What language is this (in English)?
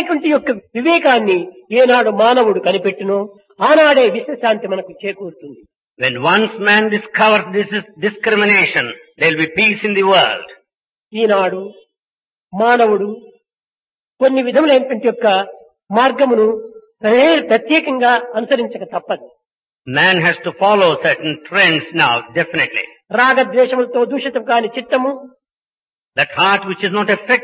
Telugu